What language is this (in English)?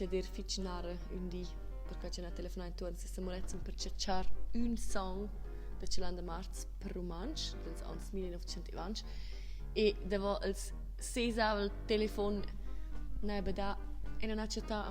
Romansh